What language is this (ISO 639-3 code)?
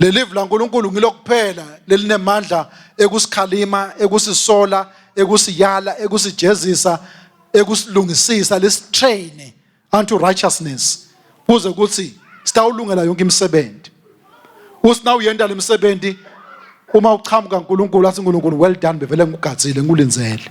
ssw